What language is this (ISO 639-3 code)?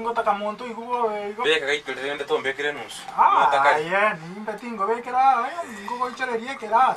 guz